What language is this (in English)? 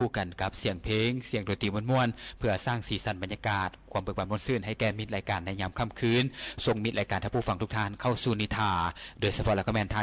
Lao